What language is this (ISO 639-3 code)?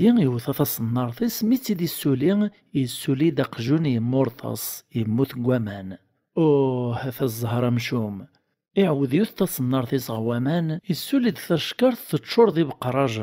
kab